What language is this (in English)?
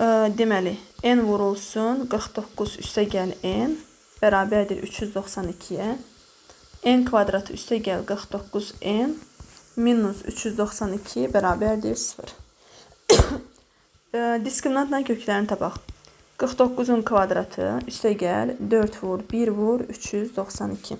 Azerbaijani